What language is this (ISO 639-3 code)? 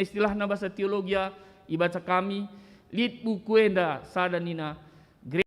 btx